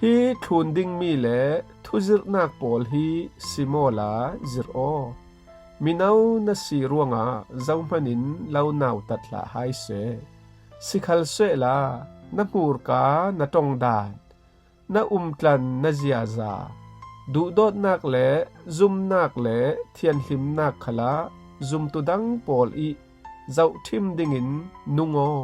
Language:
Falam Chin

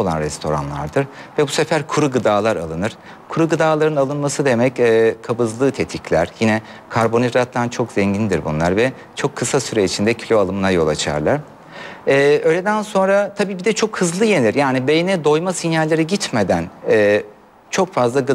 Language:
Turkish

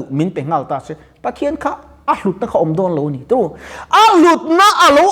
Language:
Mizo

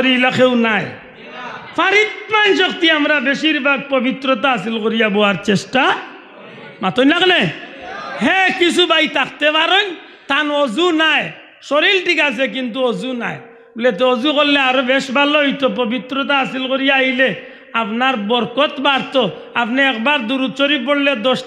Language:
Sylheti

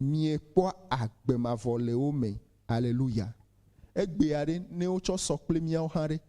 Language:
Ewe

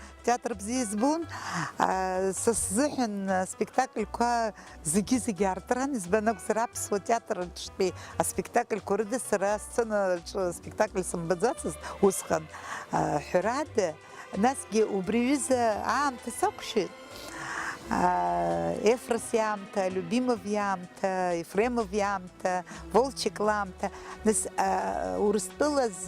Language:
Abkhazian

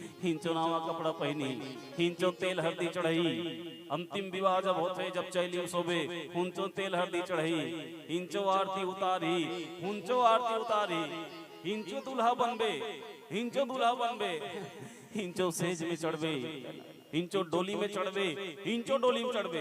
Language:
Chhattisgarhi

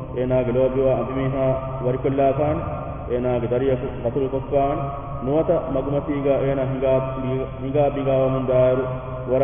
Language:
Divehi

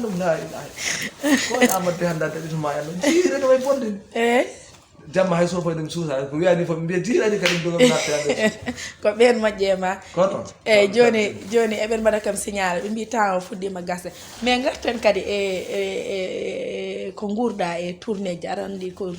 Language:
Fula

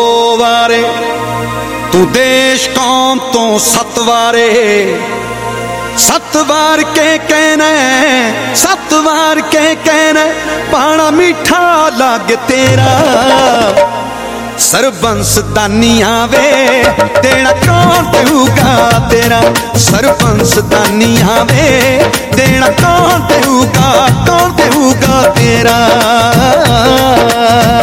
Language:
Punjabi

